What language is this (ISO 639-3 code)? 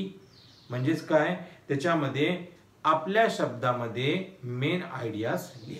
mar